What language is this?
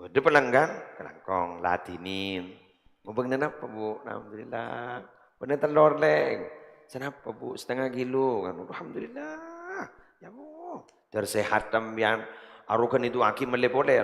Madurese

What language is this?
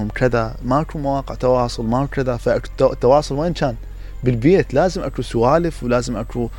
Mesopotamian Arabic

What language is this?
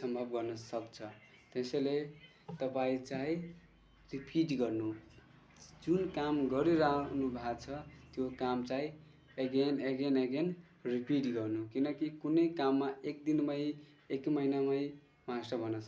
Nepali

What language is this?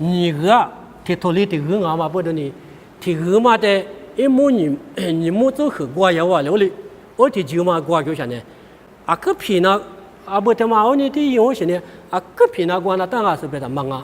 Lisu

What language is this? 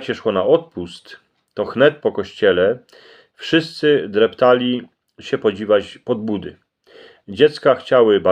Silesian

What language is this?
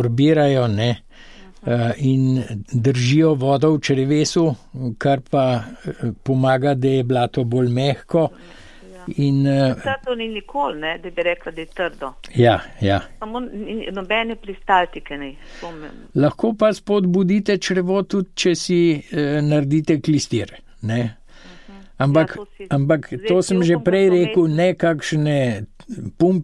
Slovenian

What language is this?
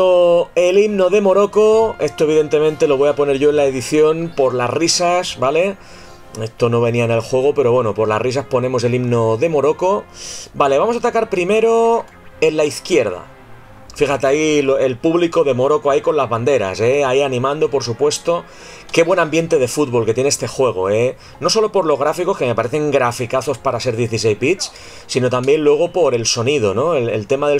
Spanish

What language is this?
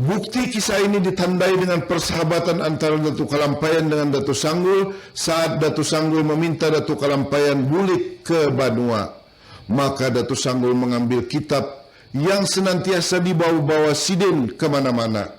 Banjar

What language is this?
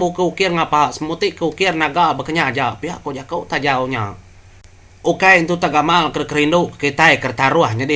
Iban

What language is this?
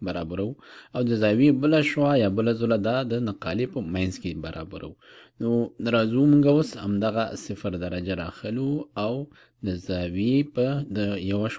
Pashto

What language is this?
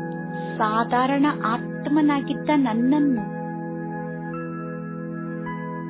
Kannada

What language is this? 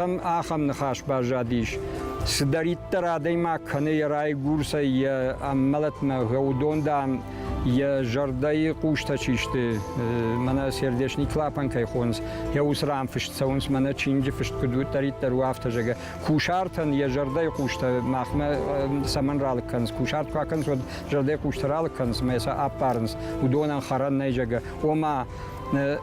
Ossetic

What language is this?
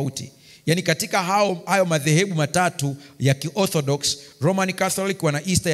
Swahili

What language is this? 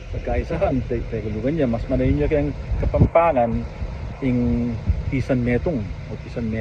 Pampanga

